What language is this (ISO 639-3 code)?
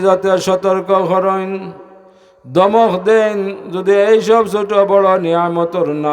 syl